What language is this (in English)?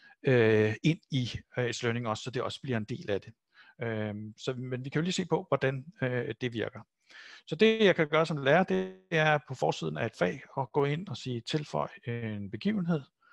Danish